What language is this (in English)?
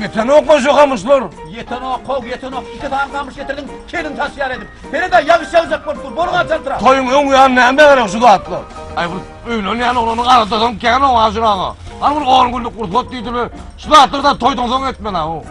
Turkmen